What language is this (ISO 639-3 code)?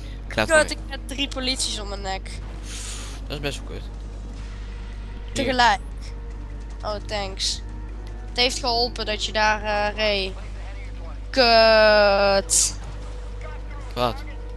nld